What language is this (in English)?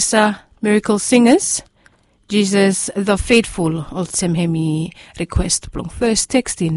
Bislama